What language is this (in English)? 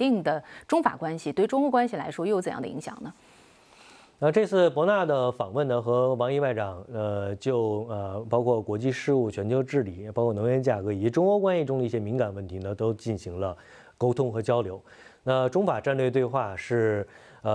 Chinese